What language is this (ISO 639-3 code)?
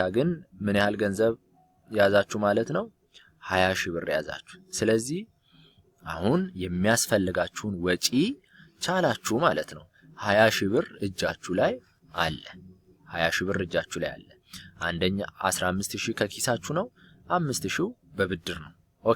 amh